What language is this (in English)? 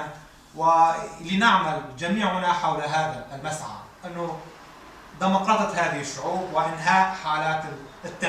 Kurdish